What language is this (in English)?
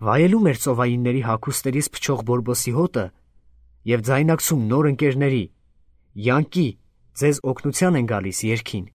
Armenian